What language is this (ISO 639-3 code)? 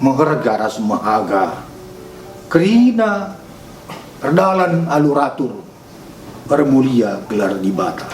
btx